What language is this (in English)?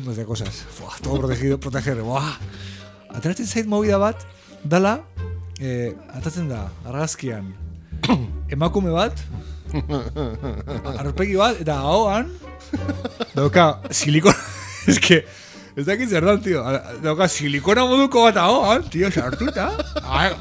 Basque